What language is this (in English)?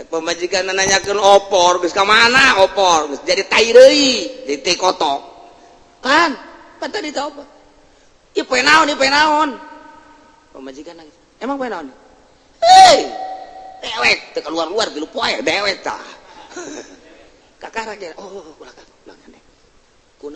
Sundanese